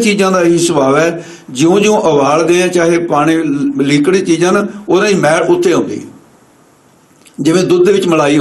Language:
Punjabi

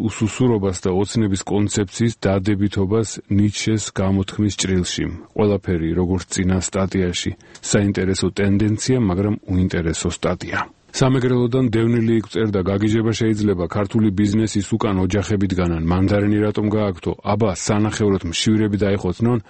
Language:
Georgian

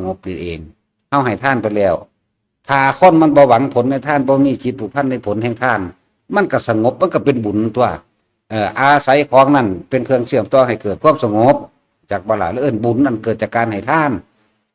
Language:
Northeastern Thai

